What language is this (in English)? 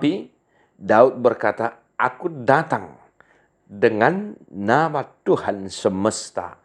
Batak Toba